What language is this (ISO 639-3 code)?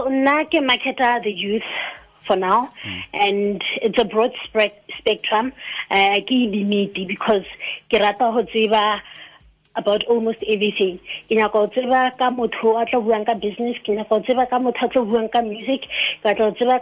tsn